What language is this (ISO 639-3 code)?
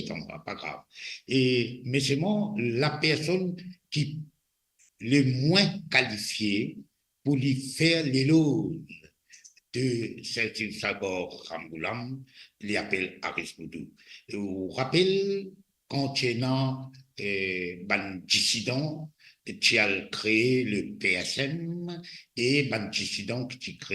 mfe